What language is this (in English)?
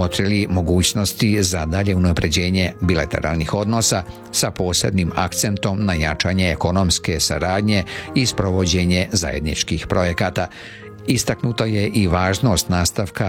Serbian